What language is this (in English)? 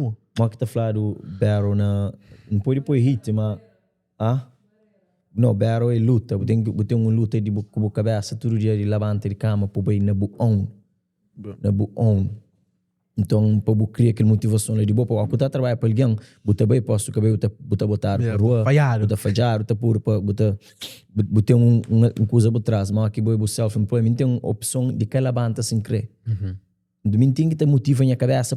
Kabuverdianu